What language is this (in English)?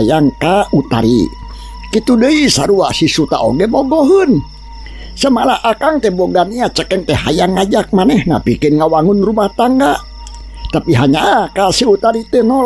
Sundanese